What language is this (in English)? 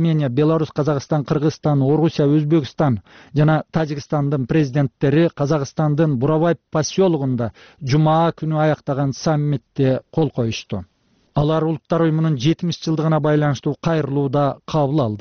Kyrgyz